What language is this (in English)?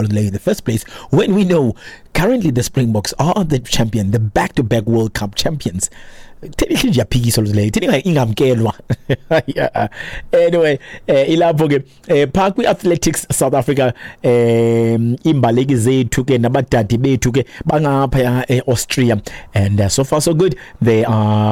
Xhosa